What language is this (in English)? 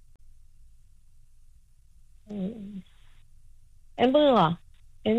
Hebrew